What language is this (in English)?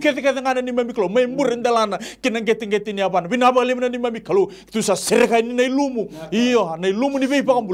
Fijian